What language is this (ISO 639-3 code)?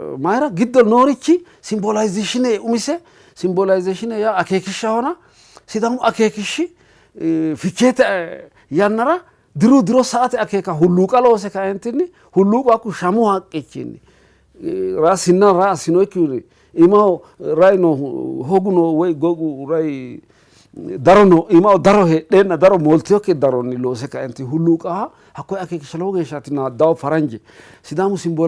sid